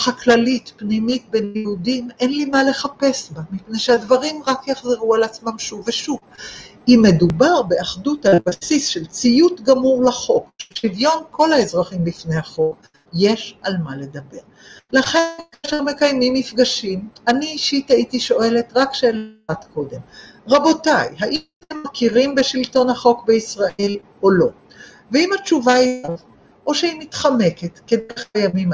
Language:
Hebrew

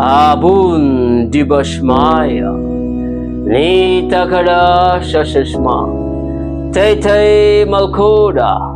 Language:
Konkani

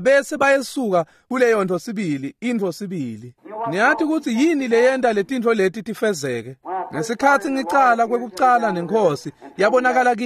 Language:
Swati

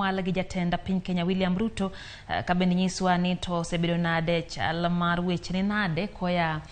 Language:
Luo (Kenya and Tanzania)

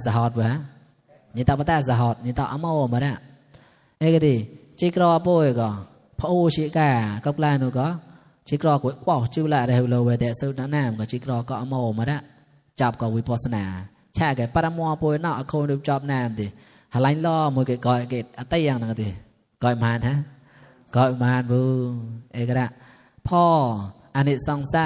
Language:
Mon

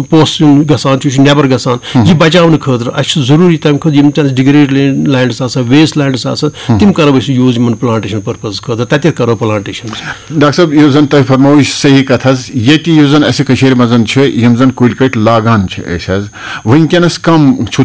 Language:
Kashmiri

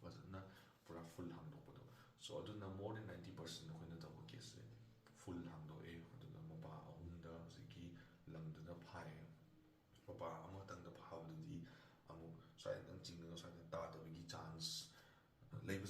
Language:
Manipuri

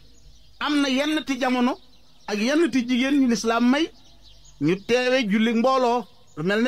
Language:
Wolof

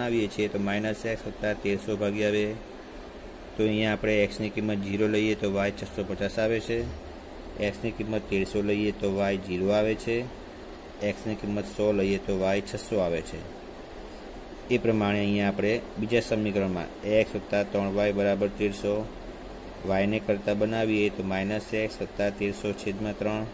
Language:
Gujarati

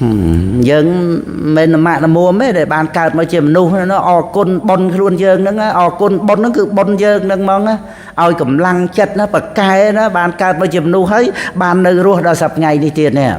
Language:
Khmer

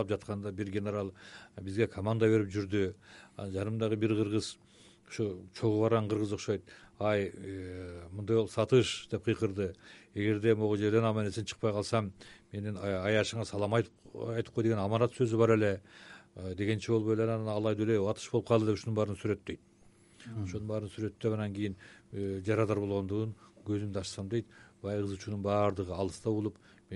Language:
Kyrgyz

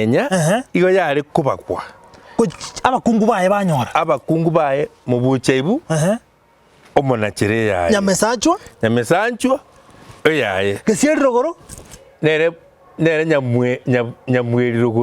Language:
Gusii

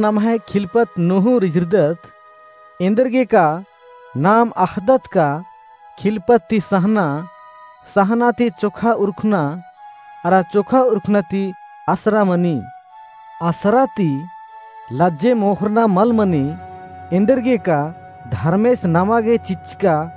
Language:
Kurukh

